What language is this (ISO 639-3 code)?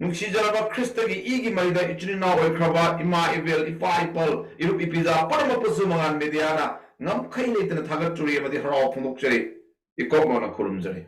mni